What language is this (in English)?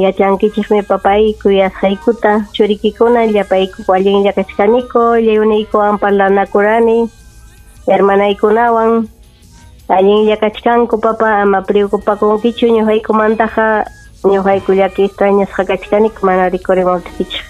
Ayacucho Quechua